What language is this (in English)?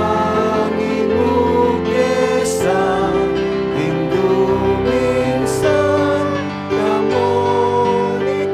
Pampanga